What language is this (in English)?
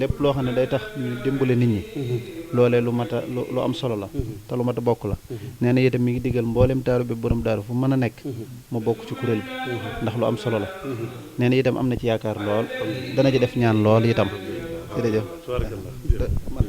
Wolof